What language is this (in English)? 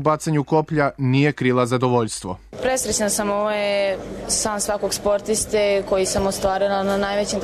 Serbian